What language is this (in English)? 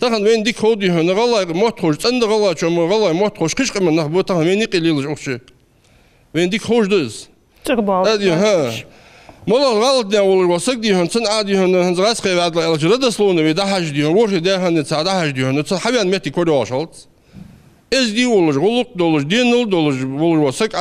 Ingush